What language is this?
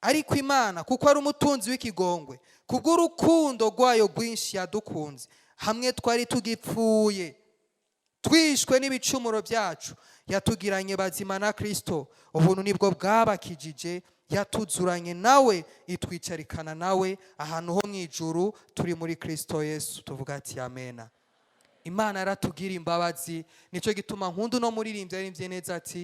Rundi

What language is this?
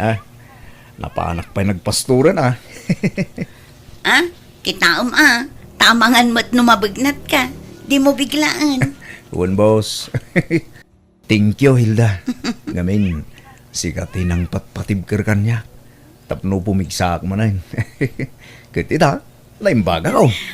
Iloko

